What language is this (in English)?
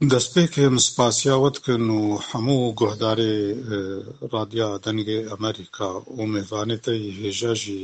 Kurdish